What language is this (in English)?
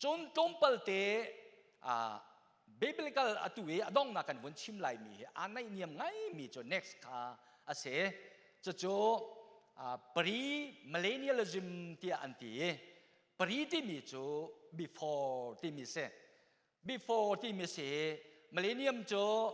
Hakha Chin